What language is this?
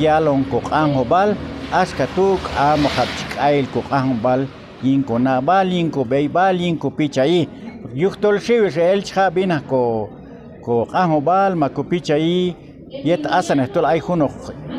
Q'anjob'al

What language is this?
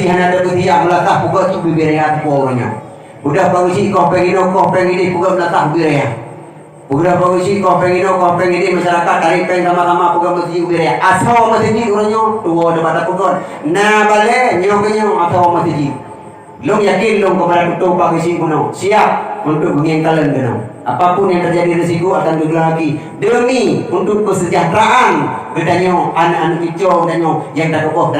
Achinese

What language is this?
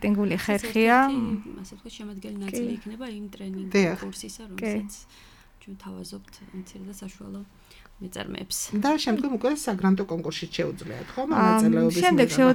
Georgian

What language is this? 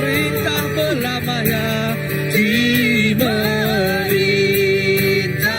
Iban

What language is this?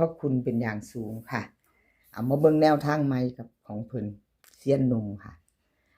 Northeastern Thai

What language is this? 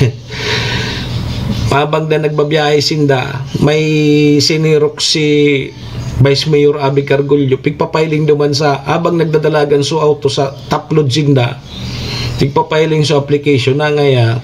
Bikol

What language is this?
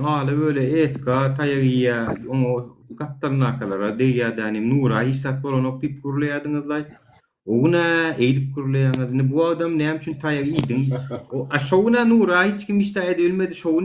Turkmen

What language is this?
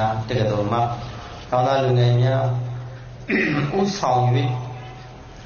Burmese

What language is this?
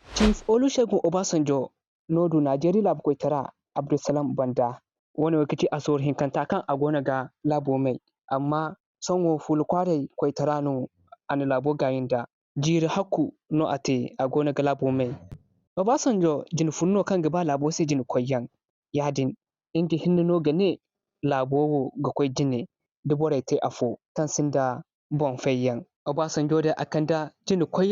Zarma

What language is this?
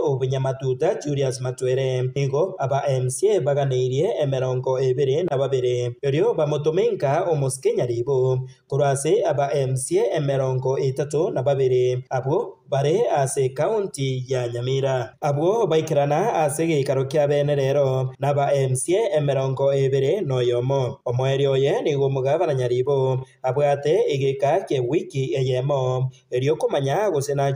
Gusii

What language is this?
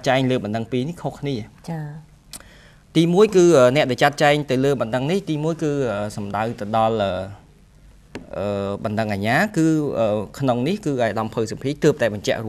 Khmer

